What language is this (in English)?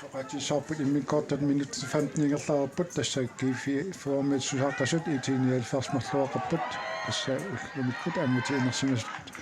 Kalaallisut